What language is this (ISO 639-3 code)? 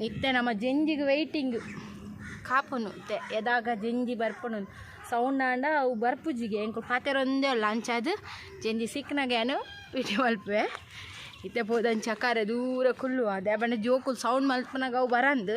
tcy